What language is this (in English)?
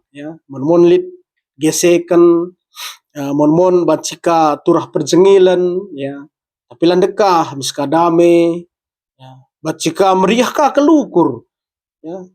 Batak Karo